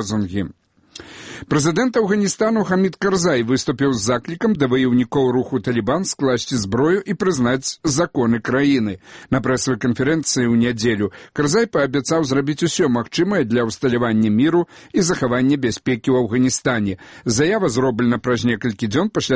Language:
Belarusian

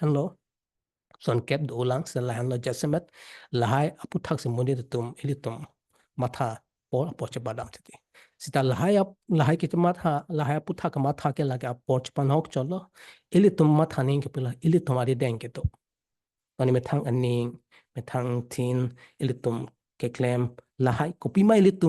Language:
Karbi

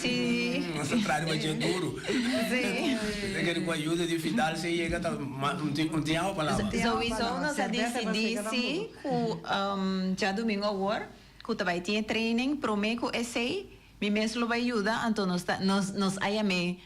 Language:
Papiamento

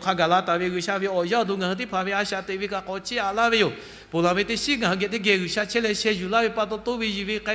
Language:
Lahu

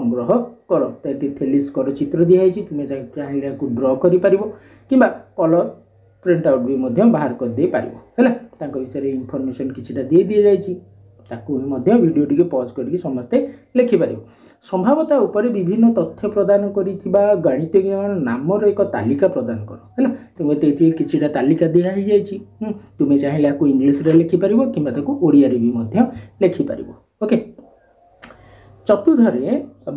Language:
Odia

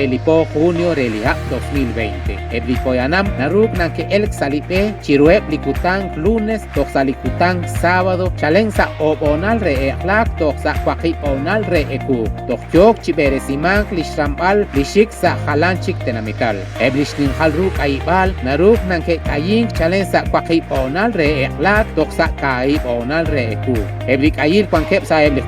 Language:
Kekchí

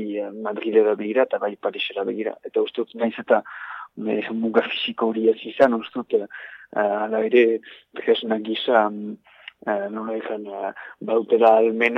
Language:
Basque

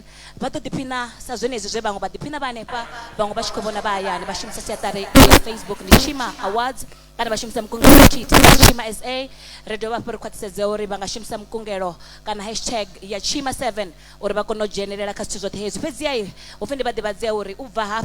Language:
Venda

